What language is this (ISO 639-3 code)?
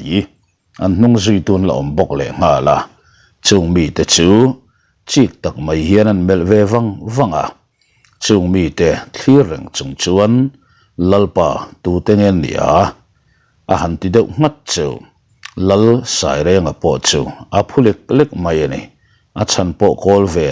lus